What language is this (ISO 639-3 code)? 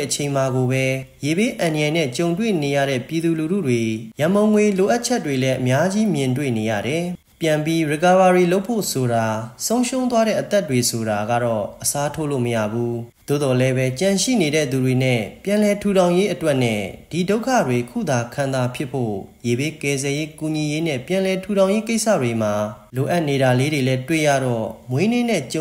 mya